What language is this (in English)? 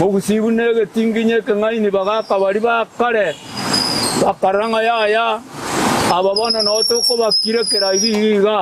Gusii